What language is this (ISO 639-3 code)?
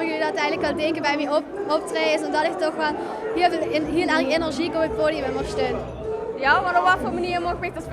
lim